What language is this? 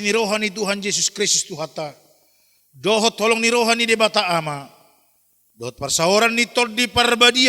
Batak Toba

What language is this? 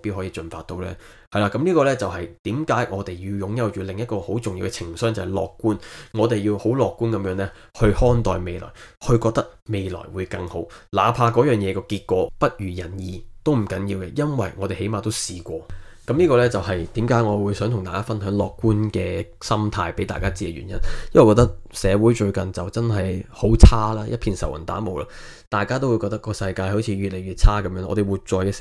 Cantonese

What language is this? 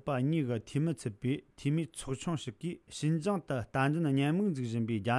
Tibetan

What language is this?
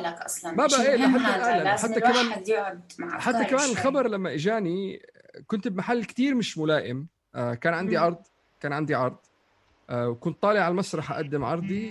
North Levantine Arabic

